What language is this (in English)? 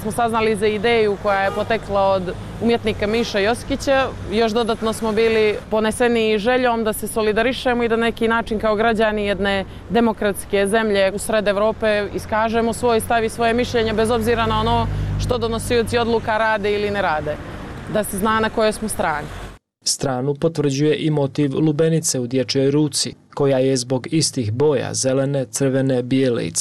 Bosnian